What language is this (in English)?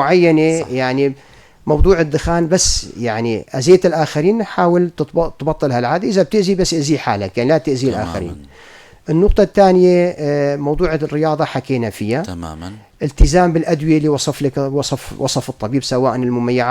North Levantine Arabic